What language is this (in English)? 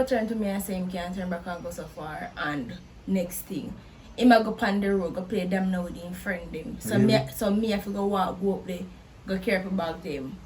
Jamaican Creole English